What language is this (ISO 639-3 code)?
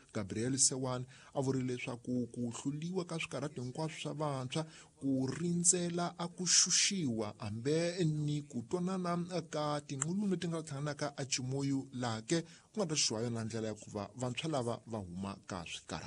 tso